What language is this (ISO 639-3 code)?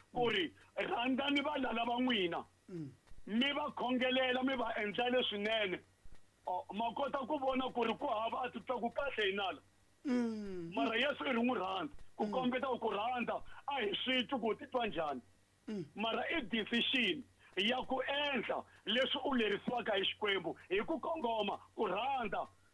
tso